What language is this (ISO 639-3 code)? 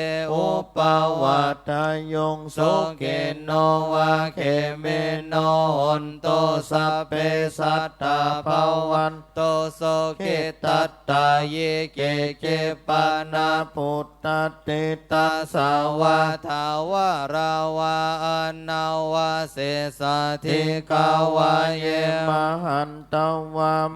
pli